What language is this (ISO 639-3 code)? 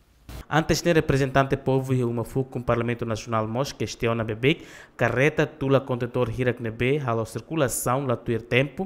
tet